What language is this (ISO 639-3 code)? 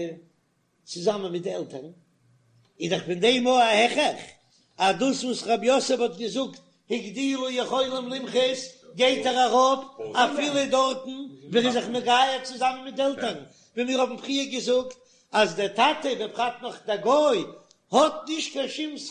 yid